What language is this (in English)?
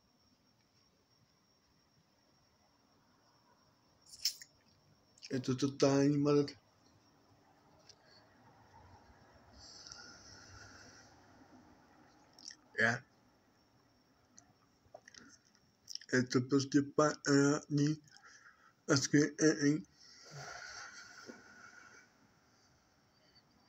Czech